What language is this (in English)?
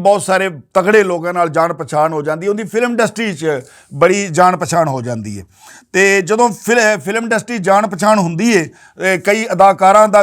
Western Panjabi